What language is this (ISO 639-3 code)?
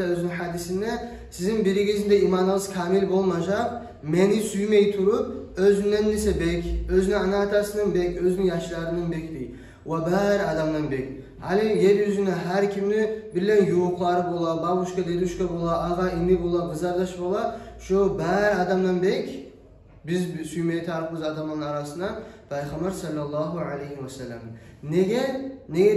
kum